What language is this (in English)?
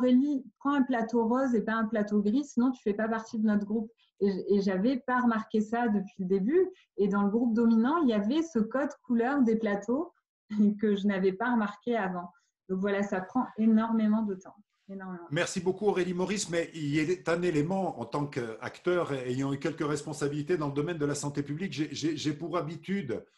French